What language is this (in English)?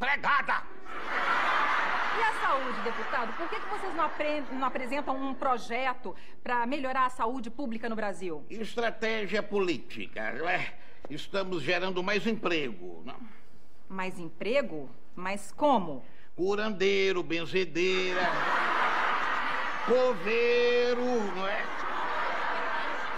Portuguese